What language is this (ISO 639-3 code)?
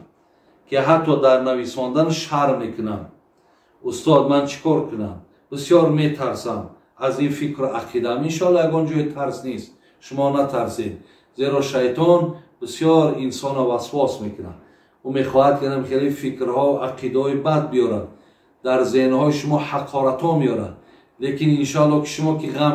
tgk